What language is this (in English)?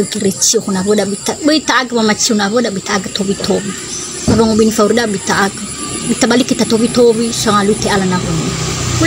Nias